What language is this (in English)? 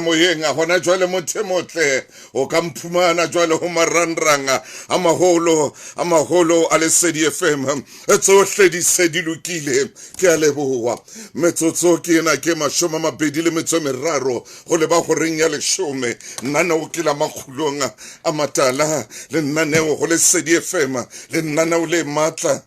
Southern Sotho